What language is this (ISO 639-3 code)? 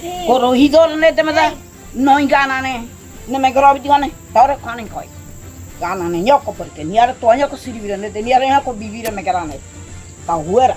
gym